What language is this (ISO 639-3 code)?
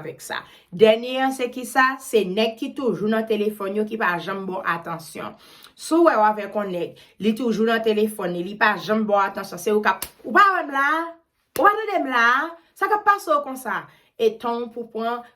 hat